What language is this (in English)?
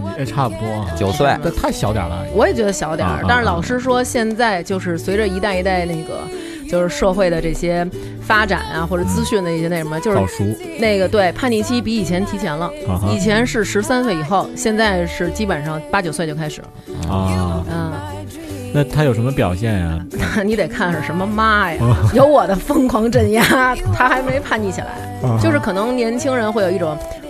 Chinese